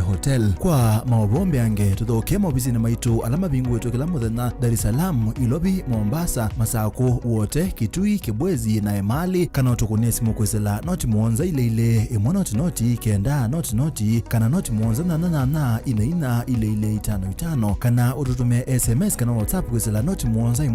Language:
Kamba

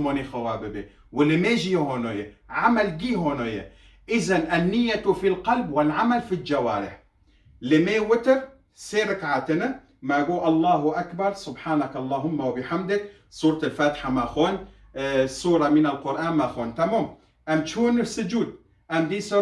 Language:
Kurdish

